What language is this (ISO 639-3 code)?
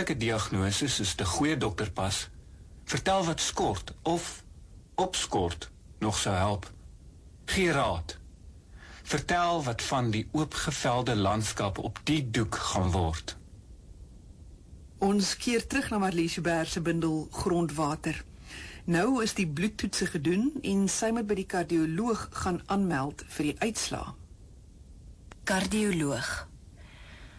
afr